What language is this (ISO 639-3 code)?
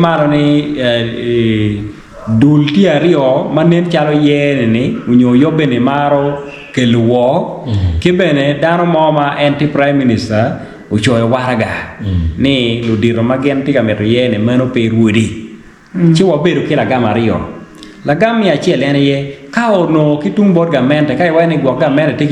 ach